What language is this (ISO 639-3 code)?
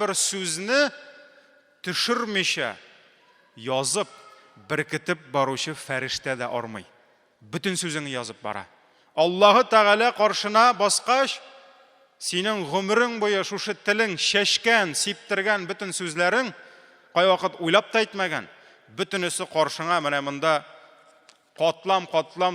tat